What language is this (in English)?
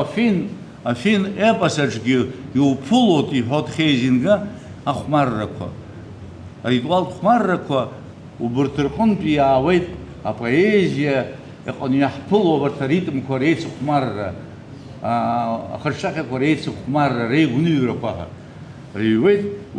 Abkhazian